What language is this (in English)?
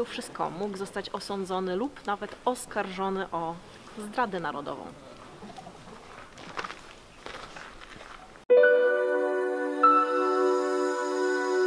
Polish